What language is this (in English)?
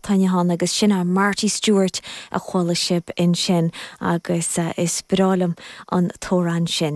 Irish